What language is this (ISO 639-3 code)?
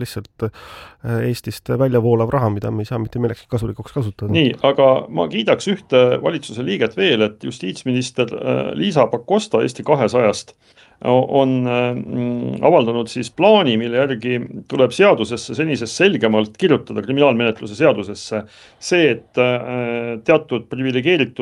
est